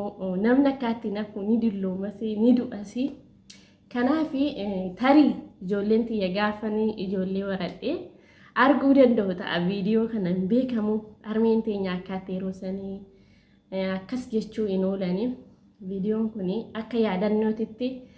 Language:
Oromo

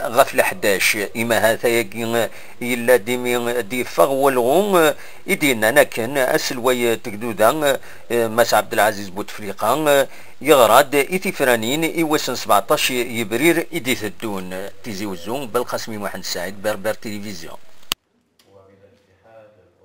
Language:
Kabyle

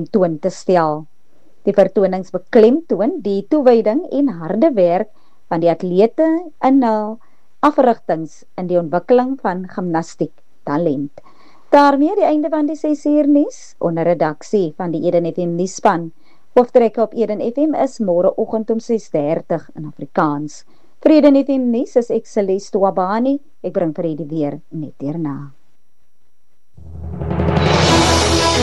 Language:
Afrikaans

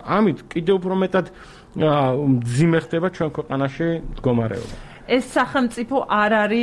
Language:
Georgian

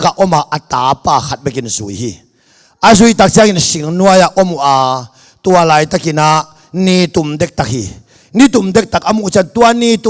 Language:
Tedim Chin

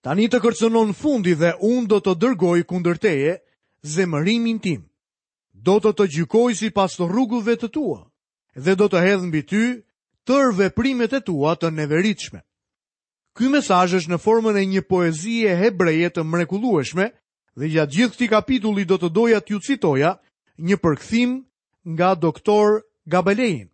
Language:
Albanian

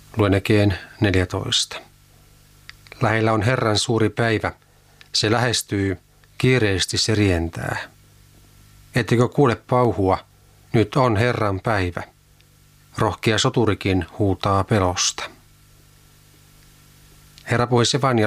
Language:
Finnish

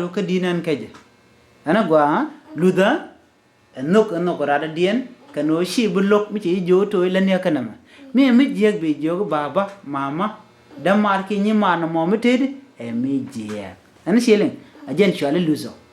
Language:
Nuer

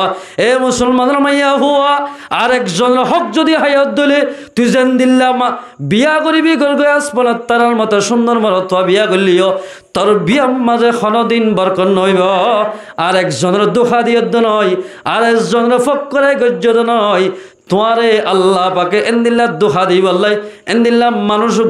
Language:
Rohingya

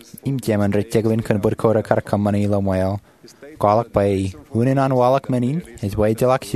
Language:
Marshallese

